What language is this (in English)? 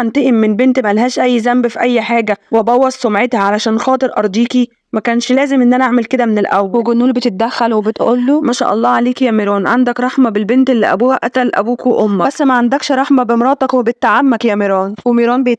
Egyptian Arabic